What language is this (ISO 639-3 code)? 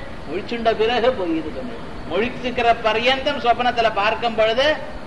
tam